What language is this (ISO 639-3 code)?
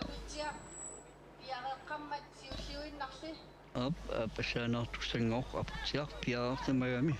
kal